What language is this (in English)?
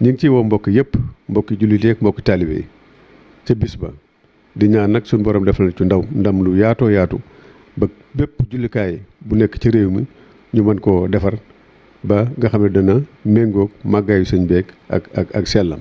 Wolof